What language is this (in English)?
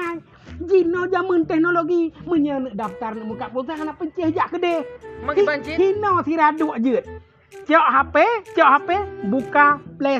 Achinese